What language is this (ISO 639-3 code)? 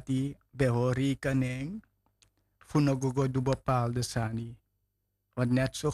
srn